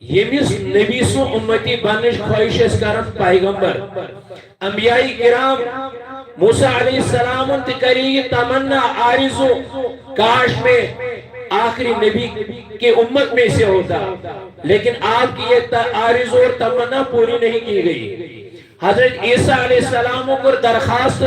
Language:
Kashmiri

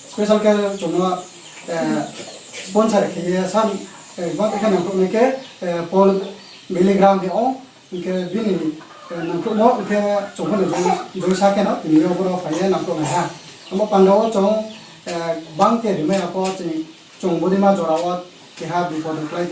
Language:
Riang (India)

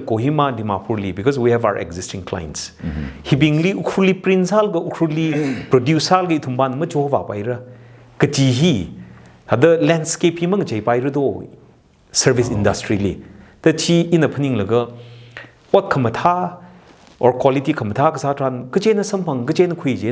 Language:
Tangkhul Naga (India)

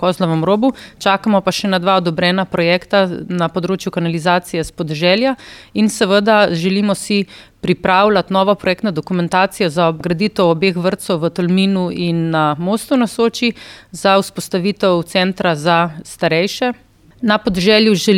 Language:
Slovenian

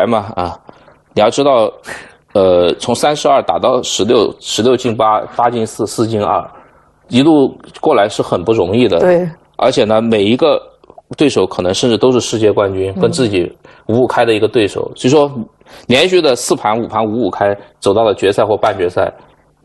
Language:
Chinese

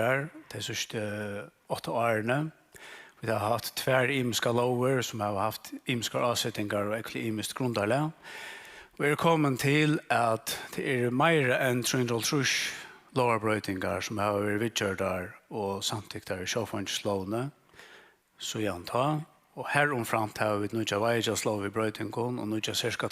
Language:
Faroese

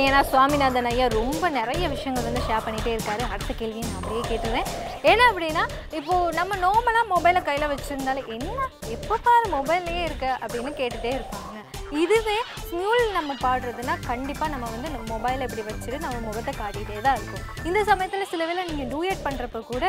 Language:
Tamil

